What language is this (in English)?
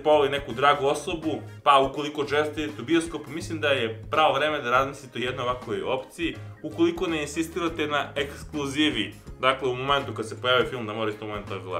Serbian